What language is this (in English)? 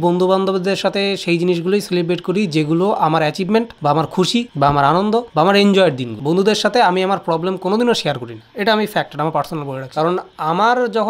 Bangla